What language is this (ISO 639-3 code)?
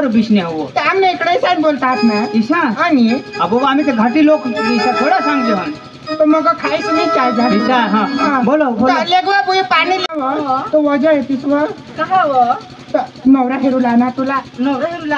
mar